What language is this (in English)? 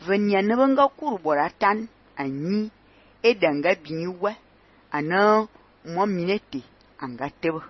Fang